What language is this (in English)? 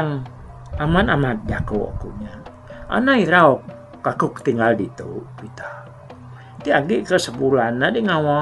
Iban